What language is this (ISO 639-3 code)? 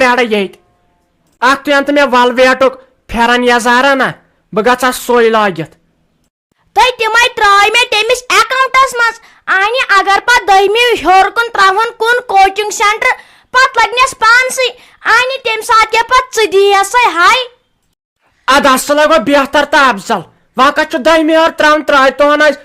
kas